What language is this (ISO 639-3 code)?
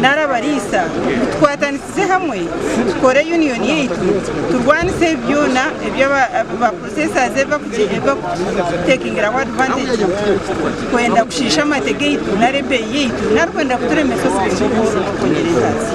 nyn